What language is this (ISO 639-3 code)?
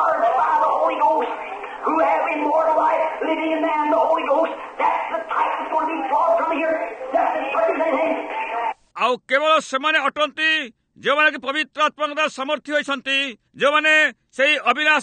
ori